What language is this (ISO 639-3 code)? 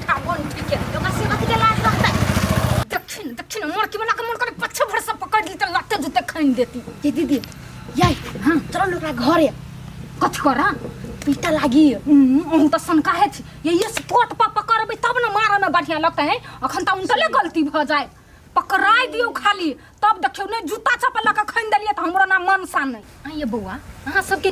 mai